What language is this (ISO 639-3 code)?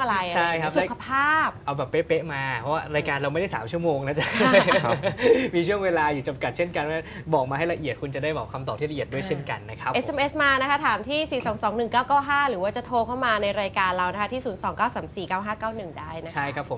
tha